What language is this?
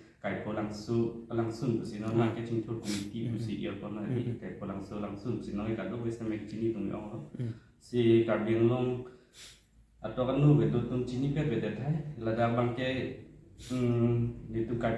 Karbi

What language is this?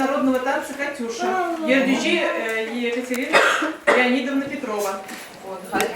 Chuvash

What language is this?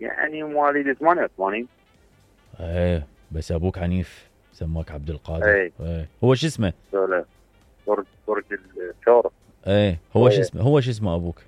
Mesopotamian Arabic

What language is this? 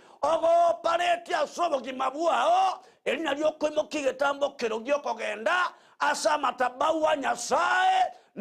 Gusii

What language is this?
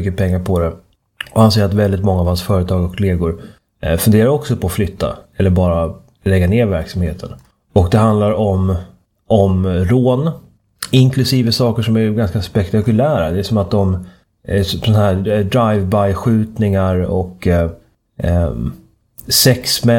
Swedish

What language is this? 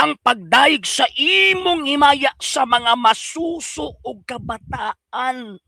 Cebuano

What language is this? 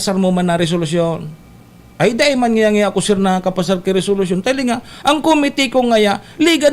Bikol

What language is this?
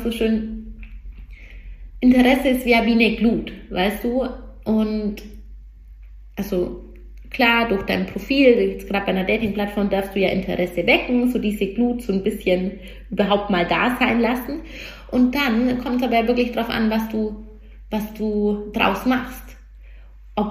German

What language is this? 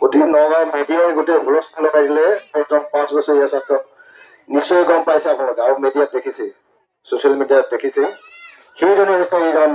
Assamese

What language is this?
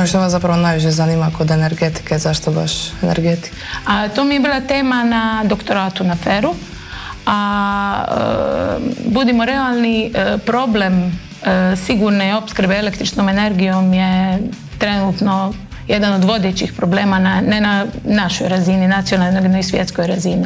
Croatian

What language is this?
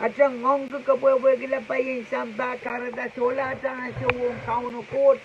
Pohnpeian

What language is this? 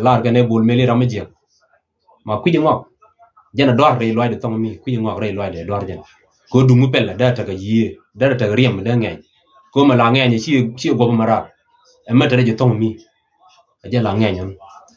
Nuer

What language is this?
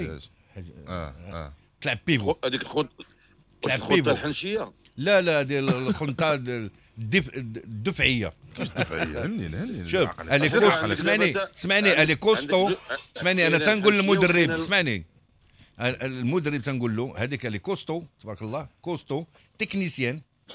Moroccan Arabic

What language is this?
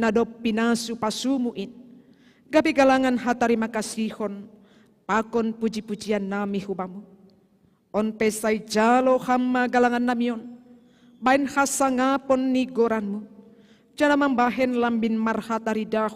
Batak Simalungun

